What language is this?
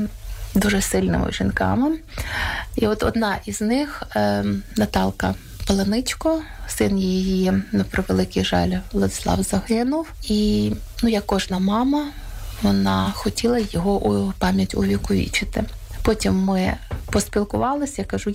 Ukrainian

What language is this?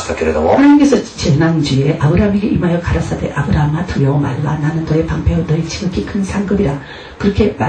Korean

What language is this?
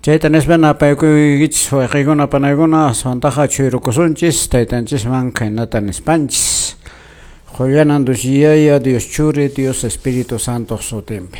Quechua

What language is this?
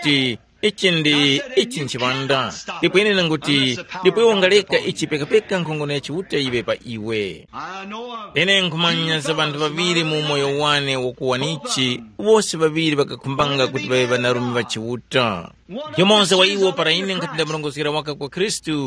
Tumbuka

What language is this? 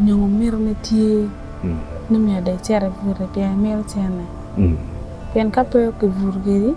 Acoli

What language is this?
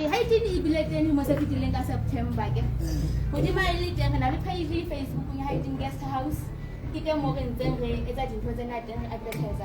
Southern Sotho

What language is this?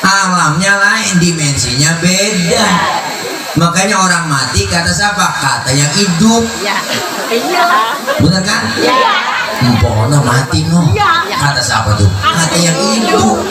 Betawi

